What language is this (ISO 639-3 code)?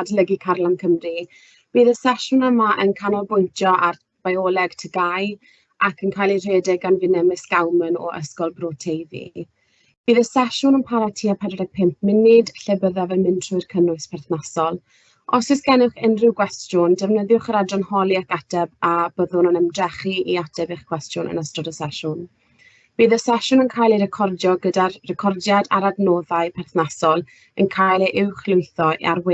cym